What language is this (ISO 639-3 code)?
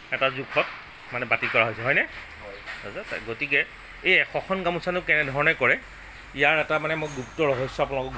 asm